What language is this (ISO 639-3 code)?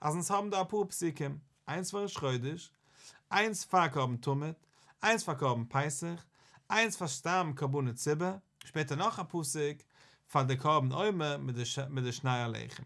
yid